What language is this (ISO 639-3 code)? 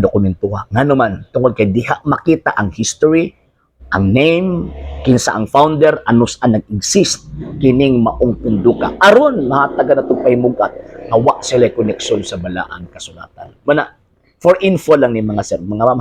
ceb